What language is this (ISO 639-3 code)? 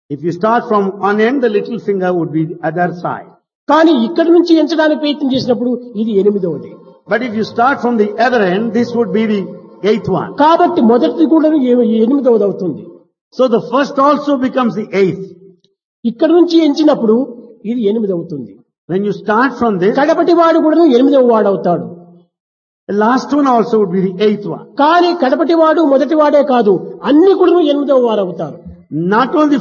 tel